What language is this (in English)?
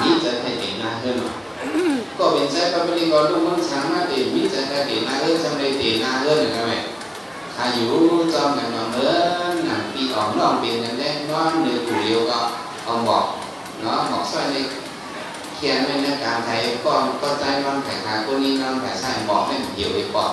Shan